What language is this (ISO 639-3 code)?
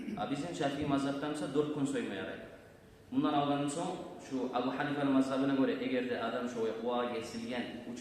kum